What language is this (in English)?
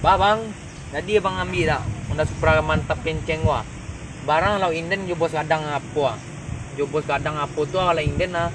Minangkabau